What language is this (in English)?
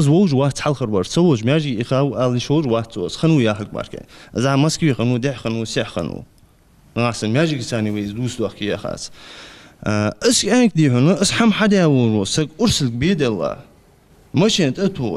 Ingush